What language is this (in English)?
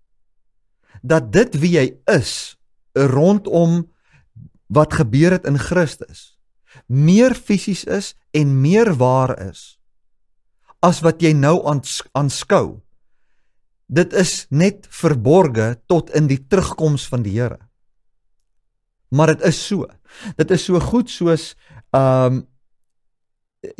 Afrikaans